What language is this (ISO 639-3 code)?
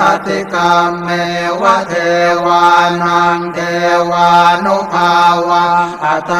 pli